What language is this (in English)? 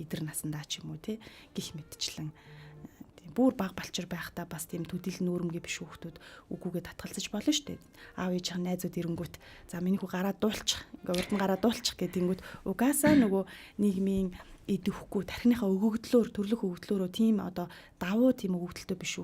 Mongolian